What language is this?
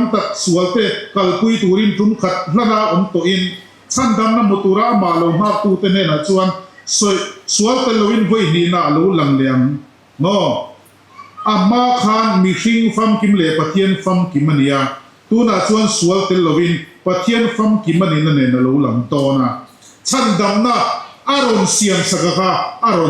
Mizo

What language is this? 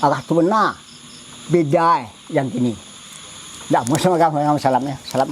Minangkabau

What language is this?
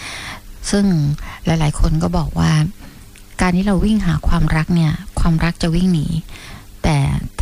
Thai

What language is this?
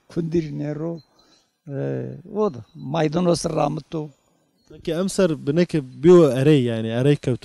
Zaza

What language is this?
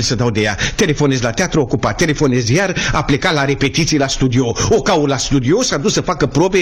Romanian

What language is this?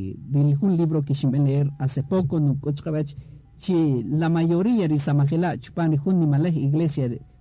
Kaqchikel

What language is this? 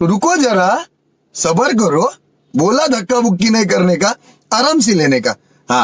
Manipuri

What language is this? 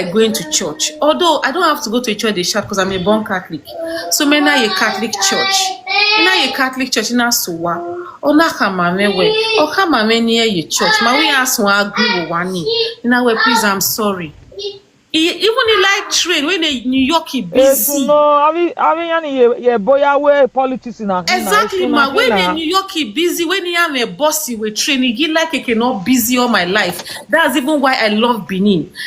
Nigerian Pidgin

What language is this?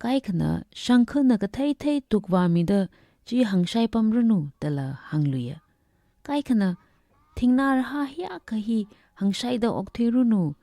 Tangkhul Naga (India)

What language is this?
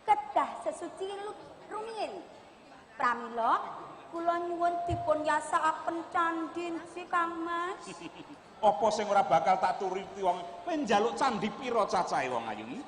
Javanese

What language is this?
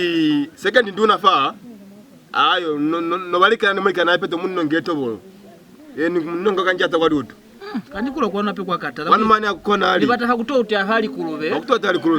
Lozi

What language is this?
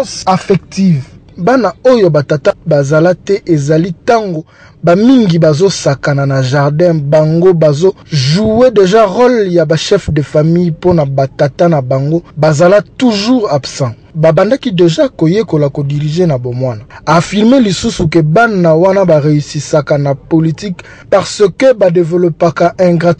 Lingala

